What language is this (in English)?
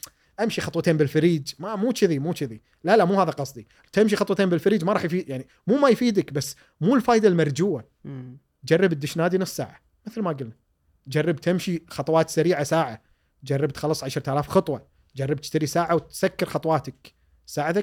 Gulf Arabic